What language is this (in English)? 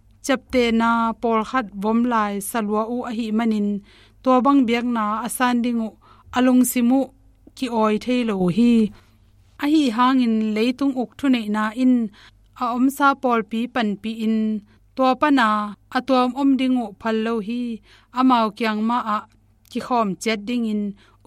Tedim Chin